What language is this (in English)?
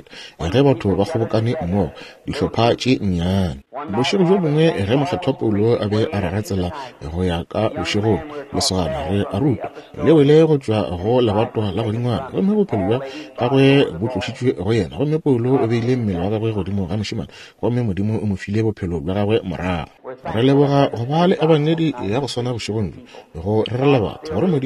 Northern Sotho